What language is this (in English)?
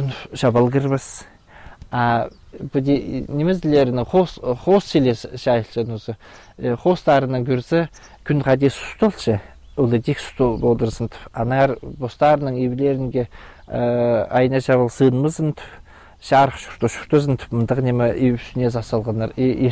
Khakas